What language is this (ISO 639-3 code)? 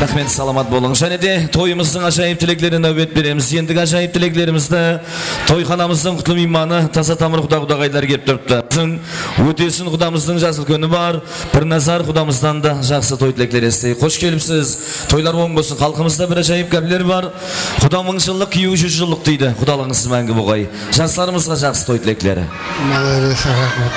kaa